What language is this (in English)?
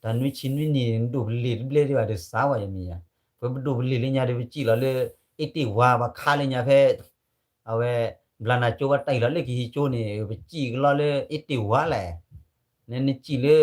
S'gaw Karen